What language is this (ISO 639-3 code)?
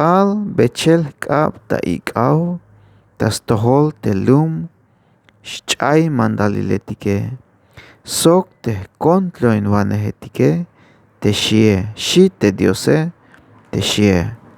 tzh